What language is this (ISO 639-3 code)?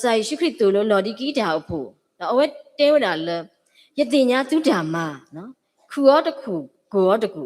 ksw